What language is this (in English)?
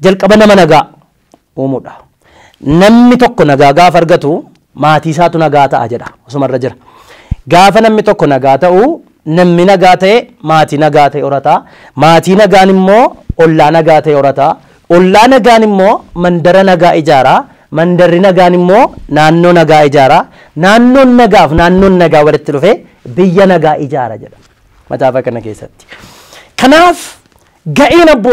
Oromo